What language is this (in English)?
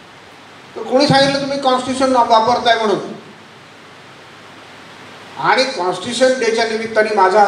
Marathi